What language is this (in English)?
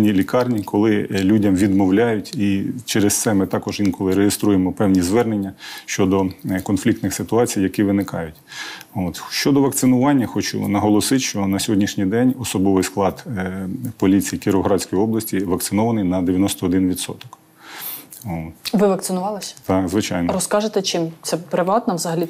Ukrainian